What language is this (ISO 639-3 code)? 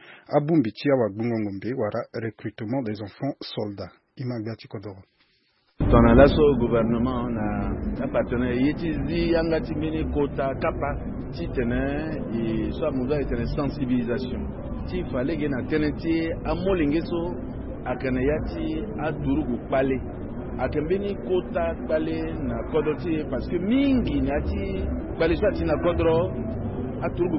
sag